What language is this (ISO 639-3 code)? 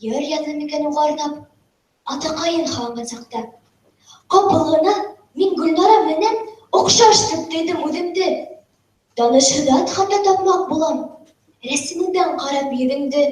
bak